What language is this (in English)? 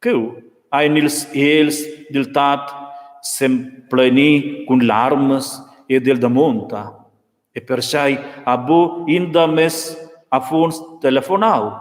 Romansh